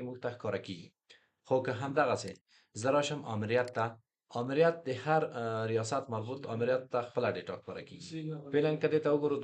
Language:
Pashto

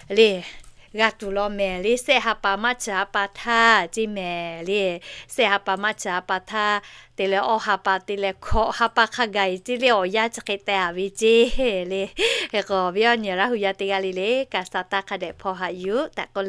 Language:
Lahu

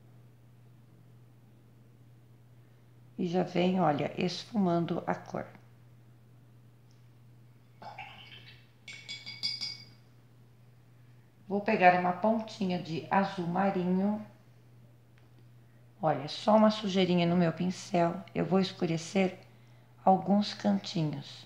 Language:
Portuguese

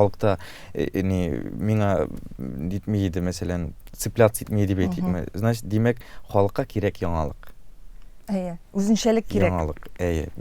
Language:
Tatar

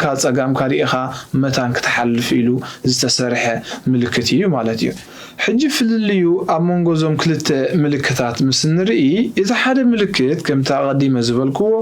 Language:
Tigrinya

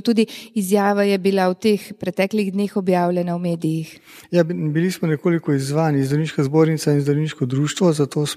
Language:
Slovenian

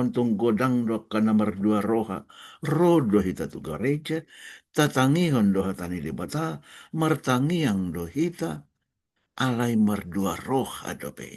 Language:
Batak Toba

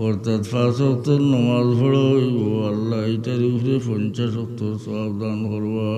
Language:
Sylheti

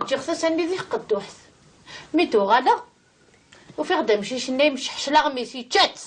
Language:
Kabyle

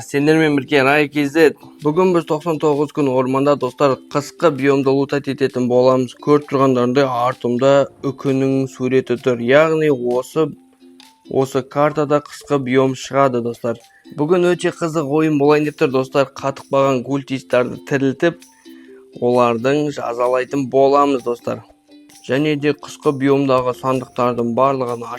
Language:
Kazakh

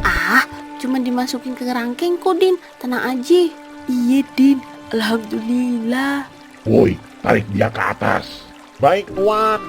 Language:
Betawi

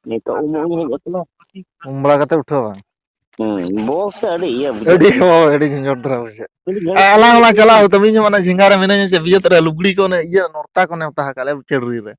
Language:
Santali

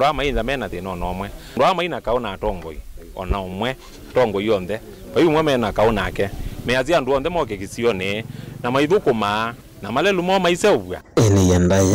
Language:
Kamba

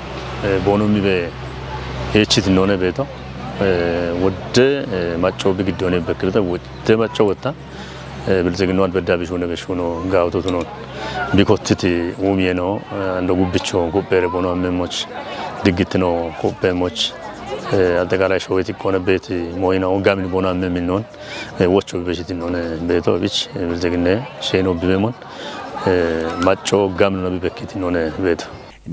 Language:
Kafa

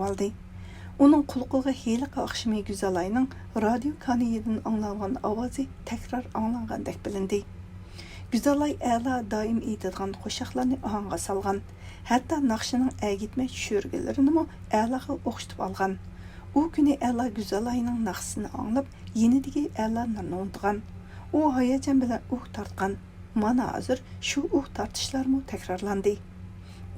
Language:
Uyghur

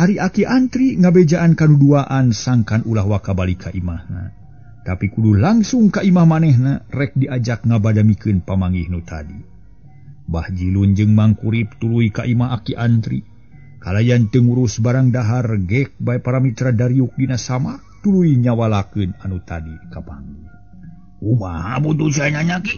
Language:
Sundanese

